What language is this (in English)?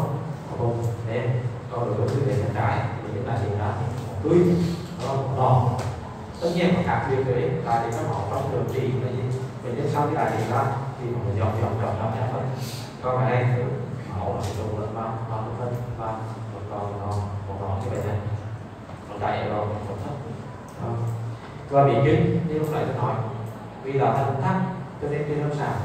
Vietnamese